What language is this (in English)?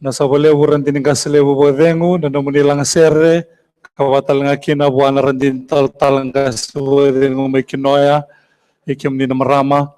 Fijian